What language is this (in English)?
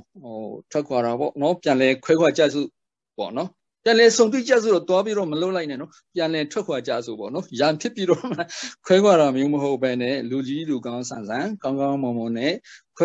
Burmese